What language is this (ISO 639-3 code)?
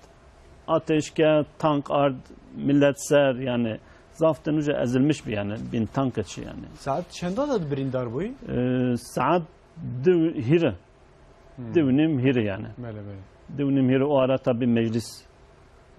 kur